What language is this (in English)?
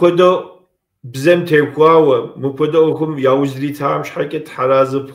Kabardian